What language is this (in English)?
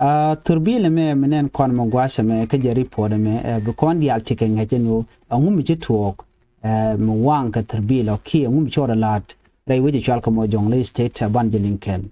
Nuer